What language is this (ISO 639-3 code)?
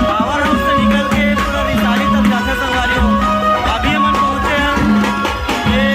hne